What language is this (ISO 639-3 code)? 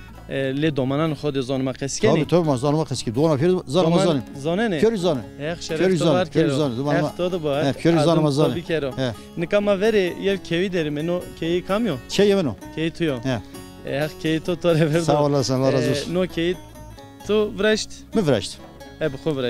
zza